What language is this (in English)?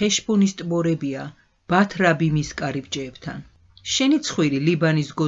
Georgian